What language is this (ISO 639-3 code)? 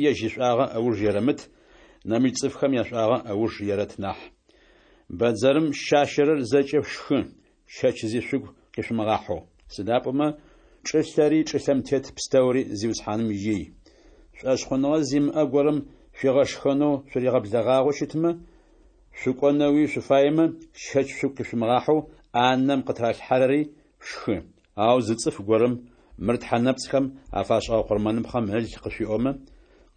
ady